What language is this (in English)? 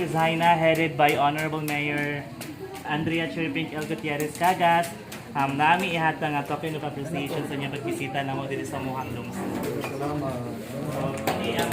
Cebuano